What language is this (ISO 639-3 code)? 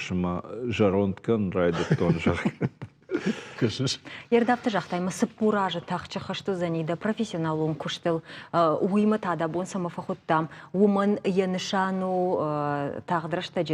oss